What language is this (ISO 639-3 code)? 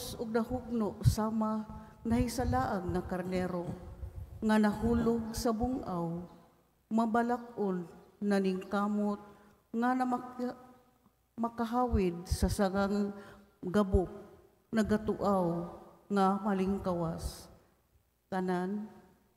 ceb